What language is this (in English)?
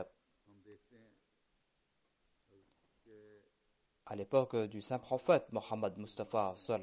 French